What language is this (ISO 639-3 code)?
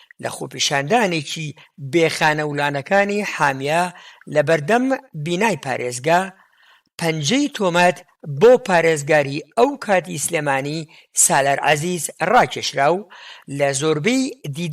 ckb